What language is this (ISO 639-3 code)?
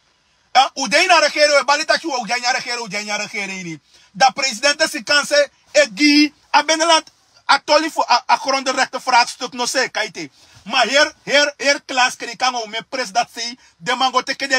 srn